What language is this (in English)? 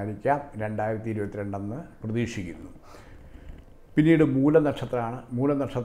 Malayalam